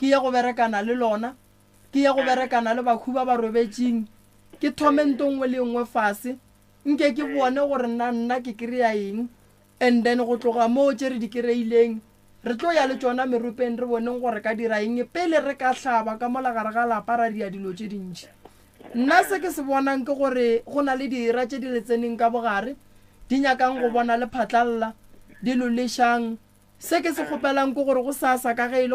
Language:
Northern Sotho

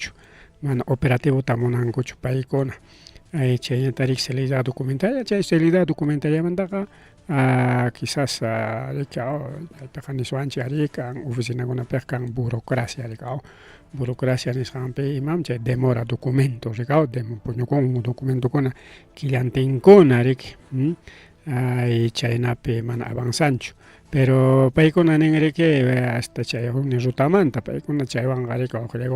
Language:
Ayacucho Quechua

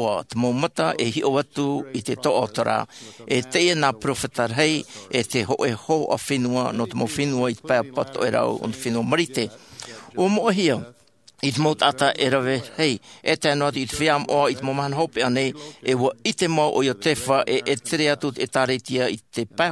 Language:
Tahitian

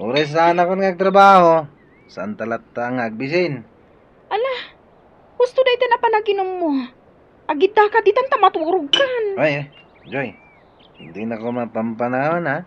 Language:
Iloko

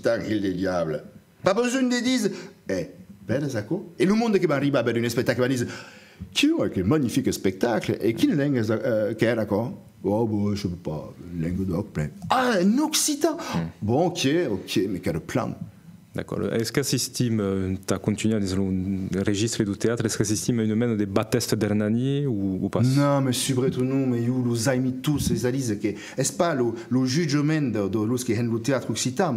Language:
Occitan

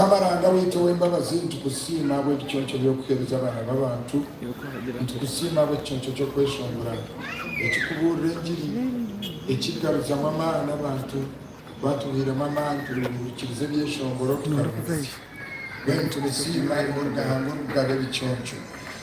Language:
Nyankole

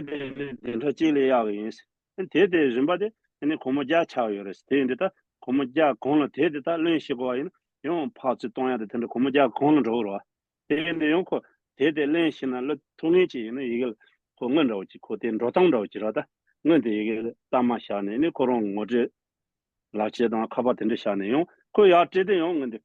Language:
Tibetan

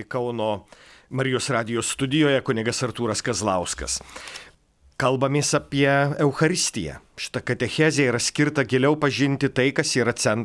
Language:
Lithuanian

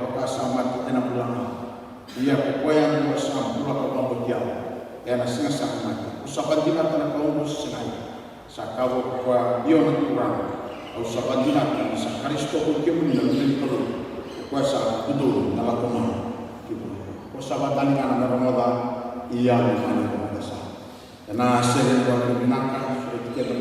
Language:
Fijian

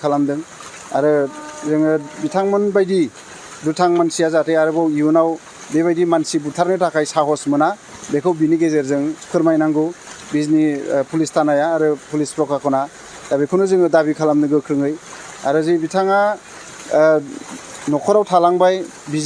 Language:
Bodo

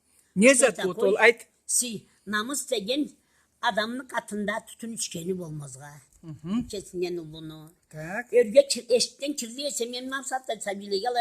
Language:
Karachay-Balkar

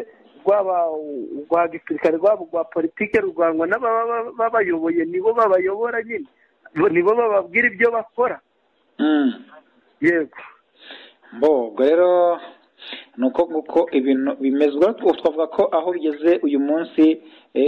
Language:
Kinyarwanda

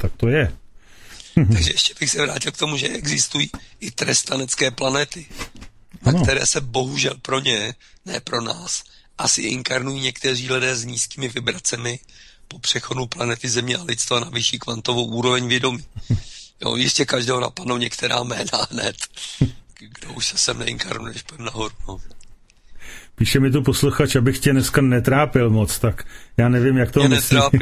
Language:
Czech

